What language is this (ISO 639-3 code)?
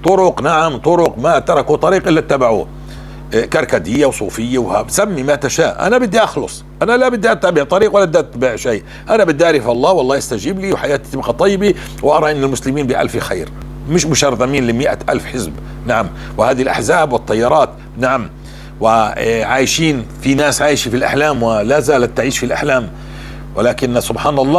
apc